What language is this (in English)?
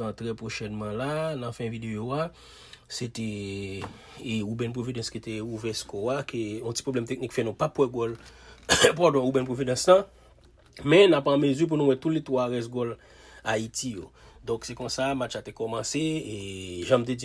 Haitian Creole